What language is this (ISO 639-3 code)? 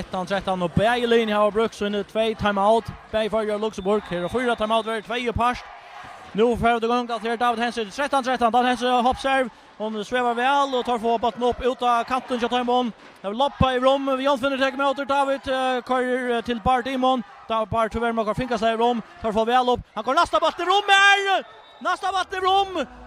fao